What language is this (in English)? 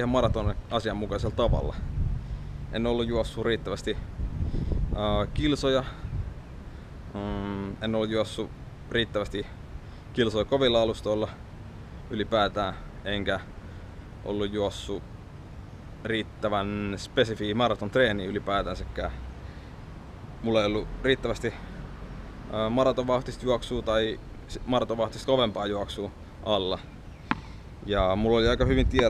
Finnish